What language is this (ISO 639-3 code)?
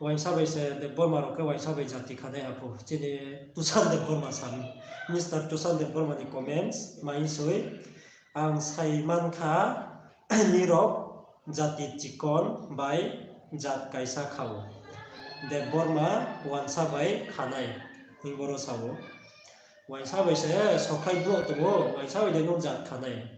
ria